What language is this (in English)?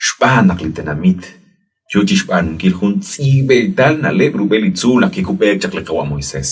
Kekchí